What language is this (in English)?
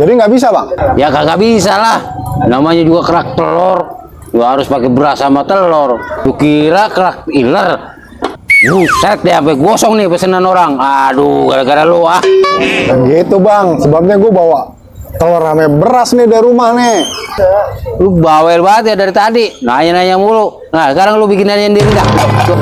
Betawi